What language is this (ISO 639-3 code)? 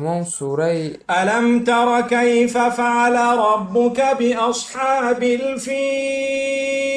tgk